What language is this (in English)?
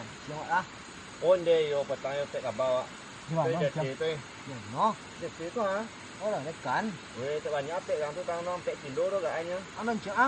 Minangkabau